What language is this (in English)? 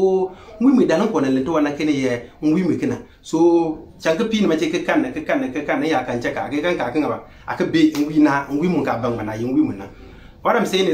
Konkomba